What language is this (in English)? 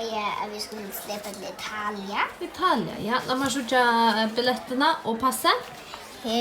Faroese